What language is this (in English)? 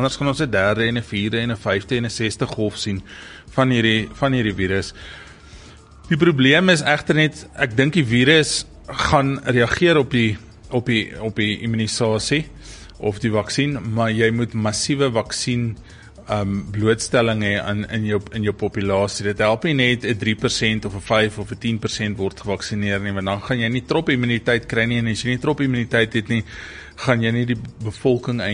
Afrikaans